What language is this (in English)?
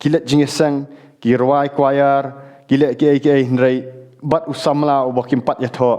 Khasi